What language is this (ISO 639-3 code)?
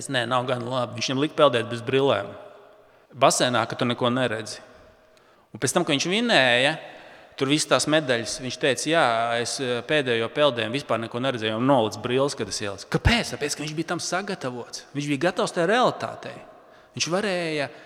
lav